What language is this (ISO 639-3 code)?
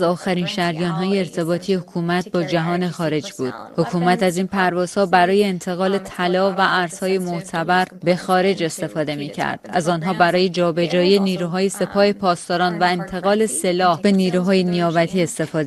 fas